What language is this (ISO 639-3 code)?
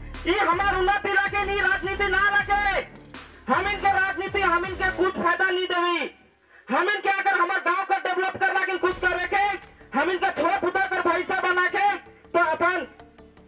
sck